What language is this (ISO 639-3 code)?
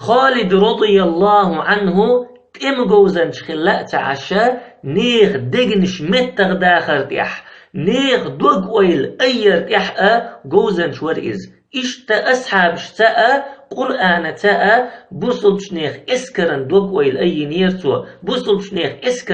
che